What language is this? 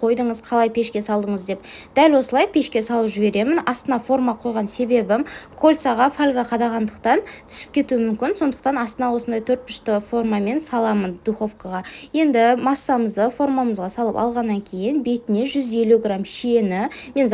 Kazakh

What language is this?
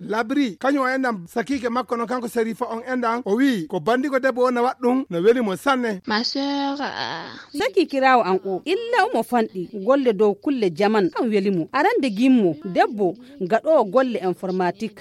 Fula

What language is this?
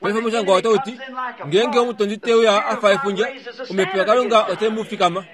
Kuanyama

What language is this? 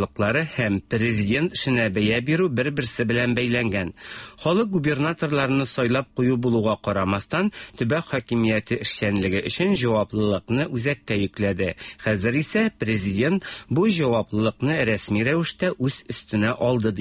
Tatar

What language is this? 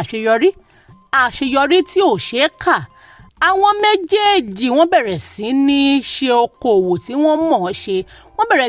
Yoruba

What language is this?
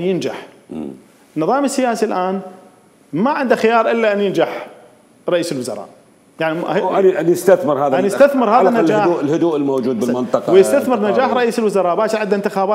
Mesopotamian Arabic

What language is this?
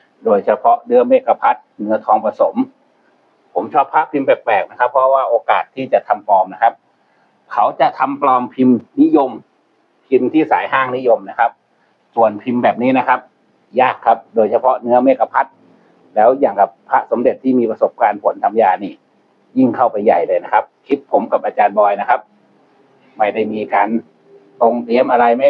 Thai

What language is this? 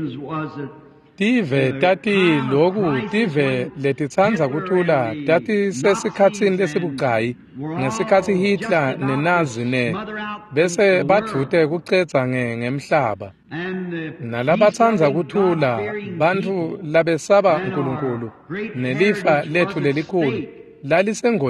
Swati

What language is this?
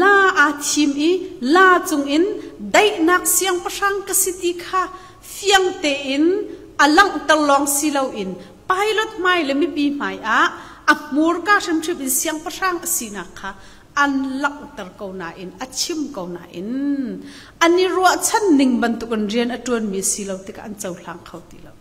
Hakha Chin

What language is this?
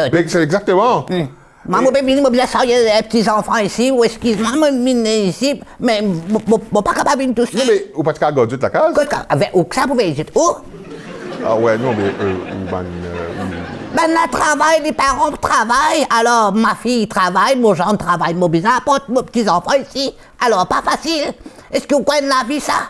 Morisyen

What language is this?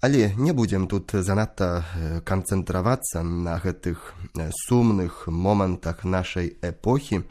Belarusian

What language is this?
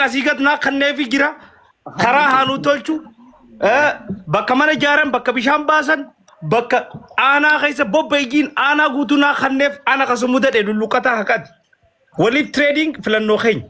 Oromo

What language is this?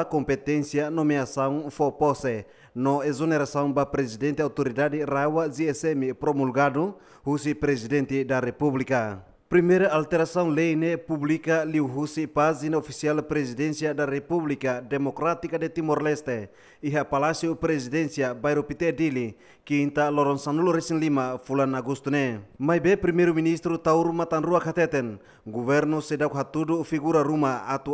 Tetum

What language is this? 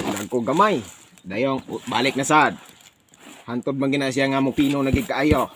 Cebuano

